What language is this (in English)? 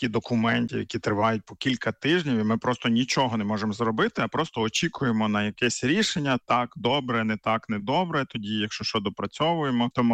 Ukrainian